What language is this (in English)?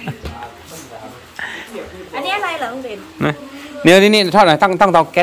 Thai